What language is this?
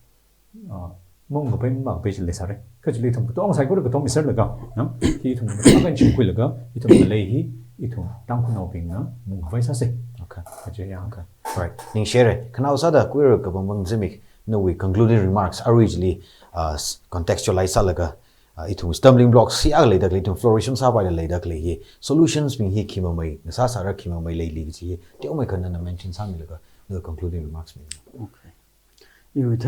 Tangkhul Naga (India)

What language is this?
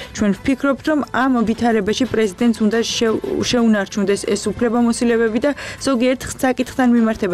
Georgian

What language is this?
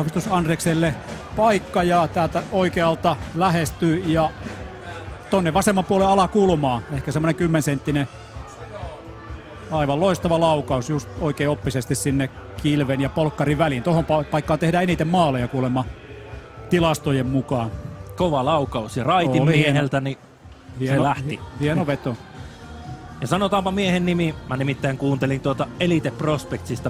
Finnish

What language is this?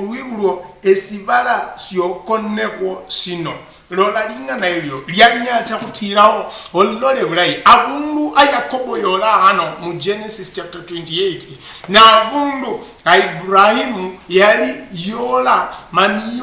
Luyia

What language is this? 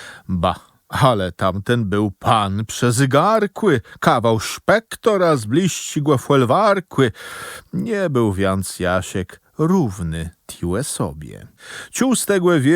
Kashubian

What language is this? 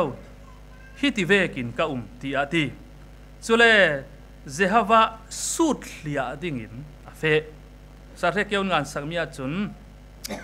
Falam Chin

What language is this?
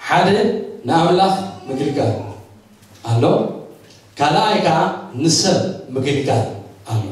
Tigrinya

